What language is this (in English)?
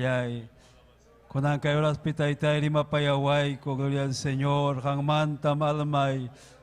Ayacucho Quechua